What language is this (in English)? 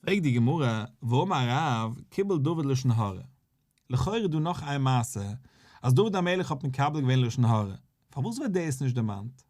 Yiddish